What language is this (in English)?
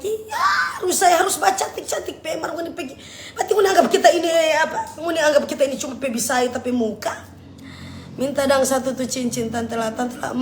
Manado Malay